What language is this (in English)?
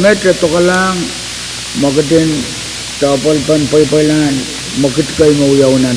Pohnpeian